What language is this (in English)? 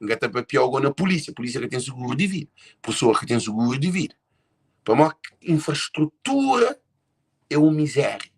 Kabuverdianu